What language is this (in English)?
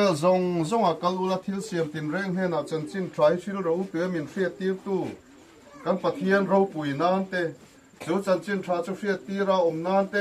Mizo